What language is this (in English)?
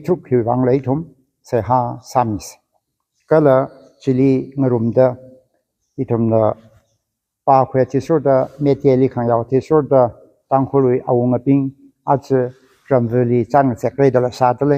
Tangkhul Naga (India)